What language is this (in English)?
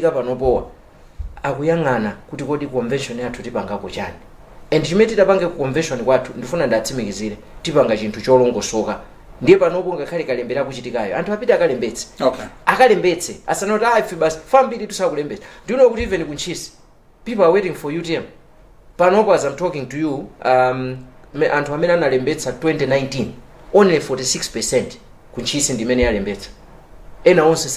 Nyanja